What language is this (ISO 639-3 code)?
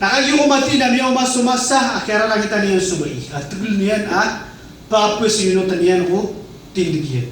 mrw